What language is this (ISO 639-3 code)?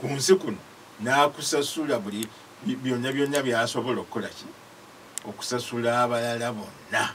lug